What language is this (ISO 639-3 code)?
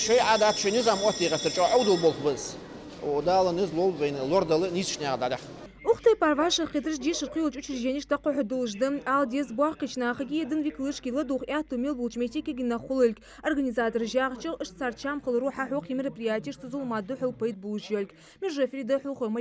inh